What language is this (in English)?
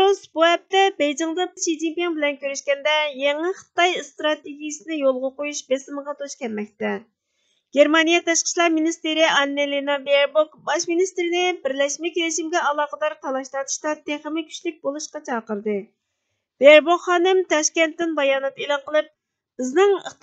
Uyghur